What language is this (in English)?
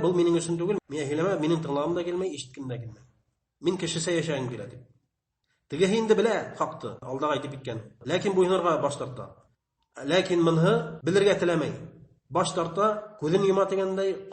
Bashkir